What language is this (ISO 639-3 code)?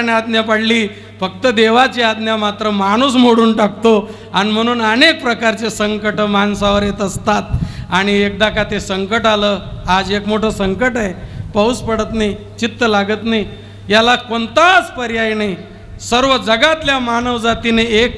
mar